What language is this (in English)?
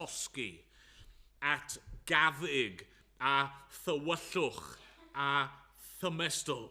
Welsh